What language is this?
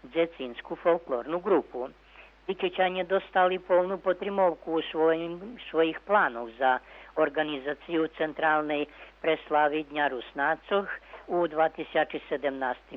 Rusyn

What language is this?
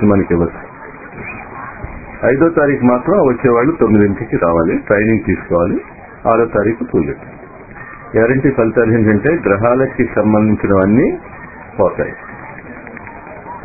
Telugu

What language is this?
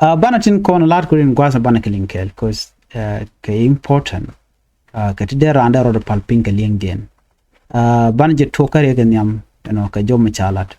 Nuer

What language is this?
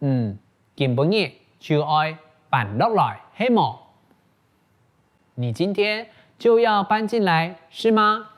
Hakka Chinese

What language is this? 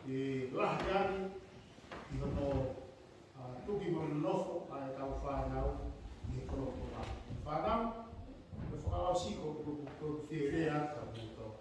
Tongan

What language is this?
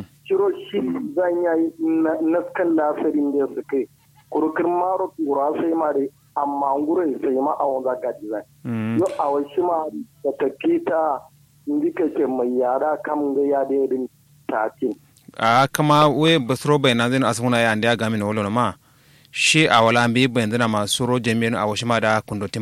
Kanuri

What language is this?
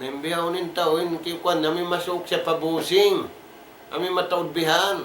Tausug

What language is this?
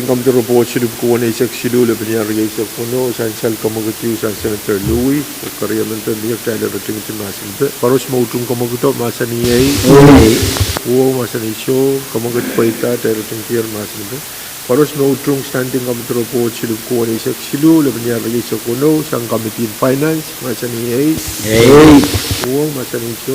Pohnpeian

